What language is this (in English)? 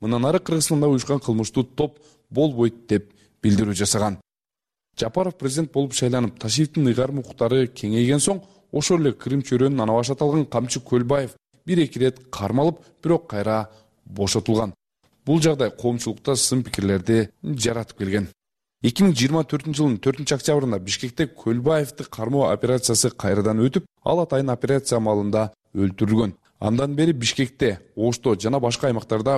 Kyrgyz